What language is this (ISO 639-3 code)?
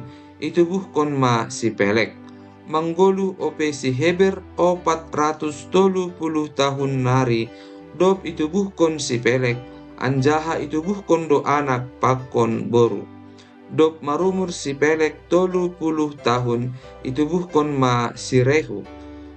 bts